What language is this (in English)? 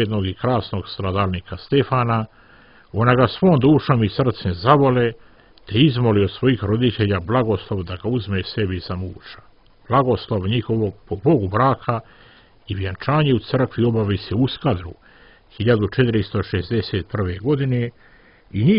Serbian